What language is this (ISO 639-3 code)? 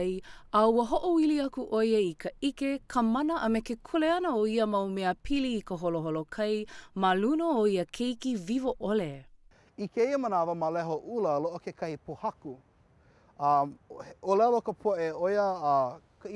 haw